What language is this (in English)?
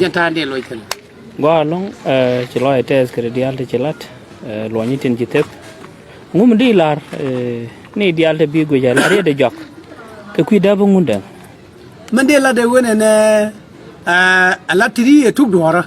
Nuer